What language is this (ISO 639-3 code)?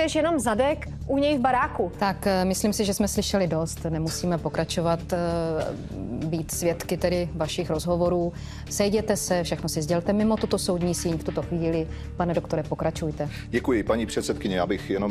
ces